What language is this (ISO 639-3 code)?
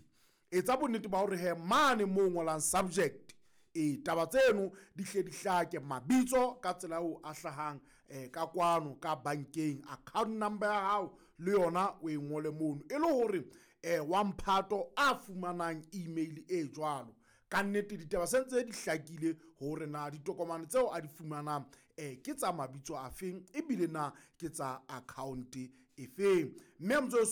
sot